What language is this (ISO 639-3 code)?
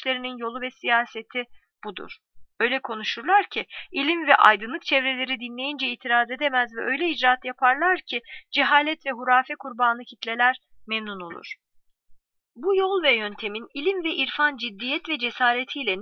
tur